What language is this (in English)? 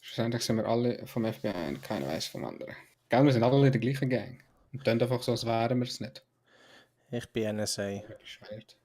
Swiss German